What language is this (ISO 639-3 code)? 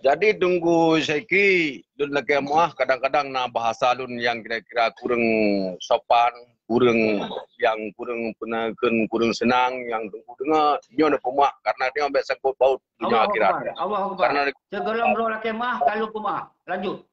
ace